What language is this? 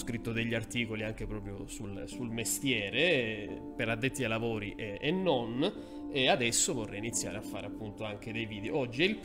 Italian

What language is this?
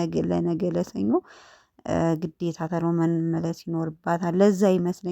Amharic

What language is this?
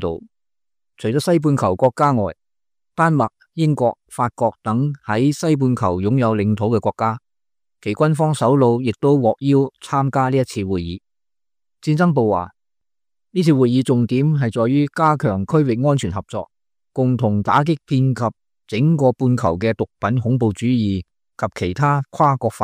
Cantonese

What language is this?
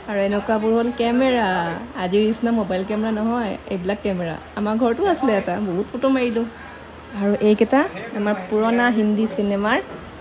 Assamese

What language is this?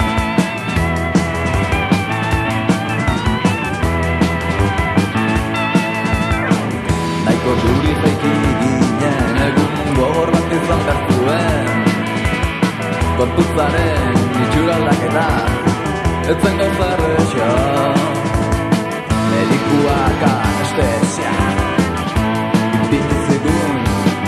Basque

